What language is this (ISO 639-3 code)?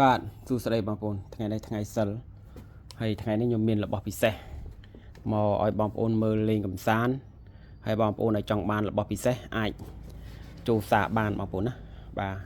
khm